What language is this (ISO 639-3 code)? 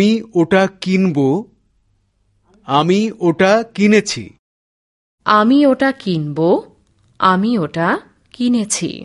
ben